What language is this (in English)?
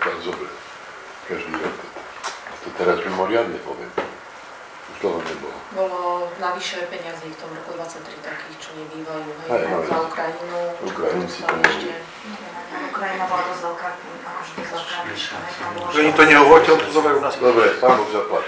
Slovak